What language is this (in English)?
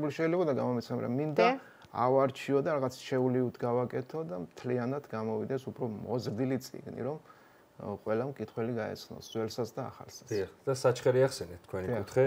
Georgian